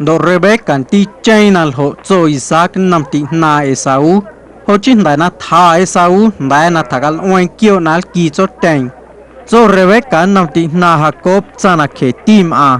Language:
Guerrero Amuzgo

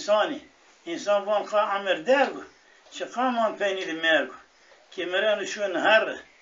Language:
Zaza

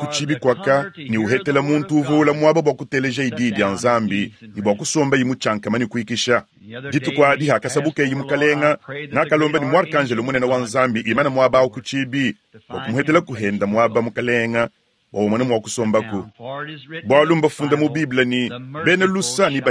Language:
Luba-Lulua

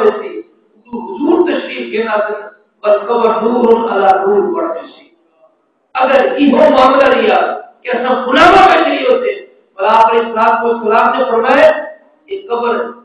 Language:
Saraiki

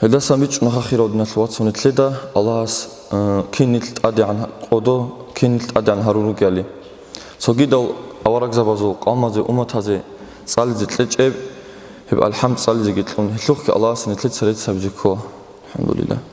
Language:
Avaric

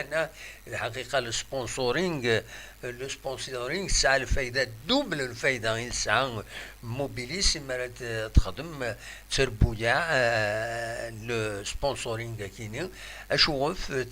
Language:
Kabyle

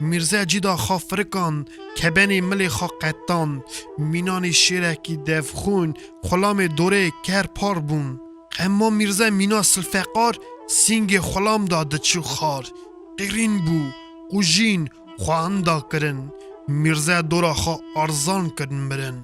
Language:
Kurdish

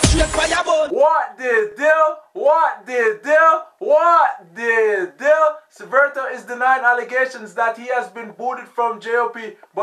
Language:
Jamaican Creole English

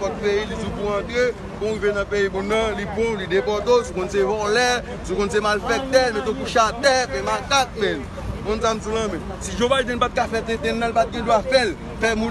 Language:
Haitian Creole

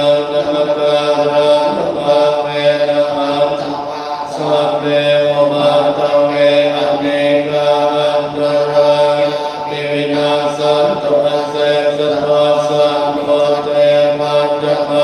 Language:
Pali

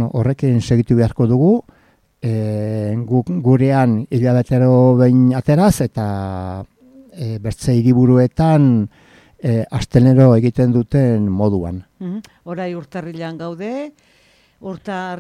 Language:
Basque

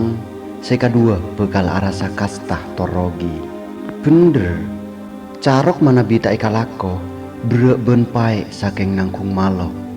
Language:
Madurese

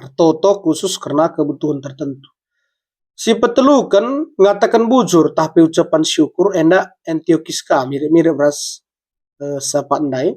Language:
Batak Karo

